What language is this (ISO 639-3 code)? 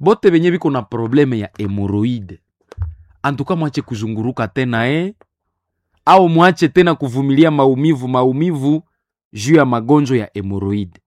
nnb